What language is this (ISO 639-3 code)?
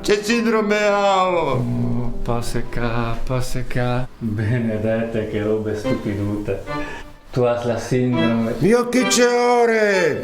fur